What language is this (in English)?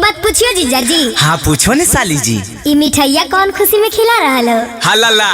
Magahi